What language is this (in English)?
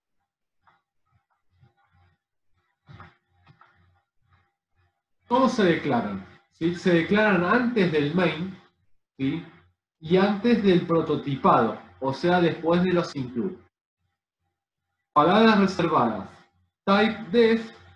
Spanish